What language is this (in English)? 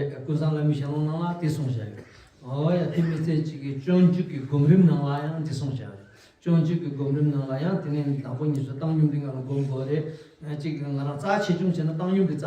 Tibetan